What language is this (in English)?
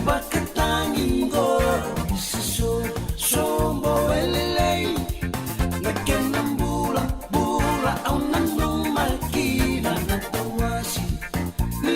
Fijian